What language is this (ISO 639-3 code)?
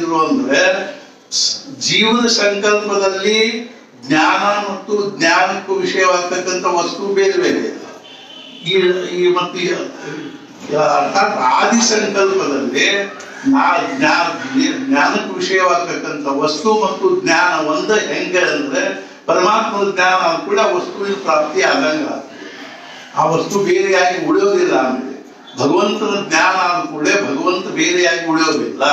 kan